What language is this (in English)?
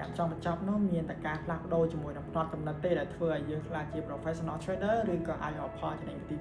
Khmer